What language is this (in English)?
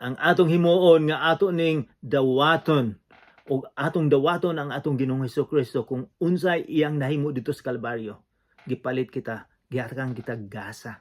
Cebuano